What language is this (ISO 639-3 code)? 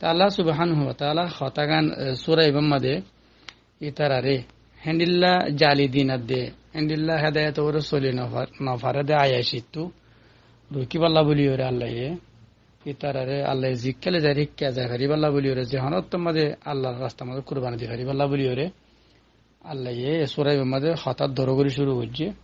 rhg